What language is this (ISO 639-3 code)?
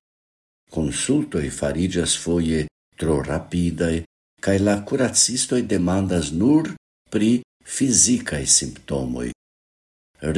epo